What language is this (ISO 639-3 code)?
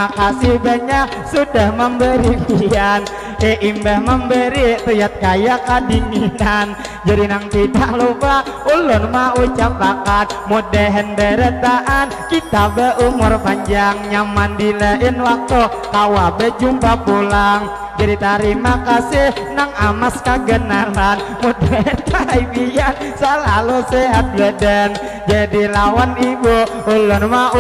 bjn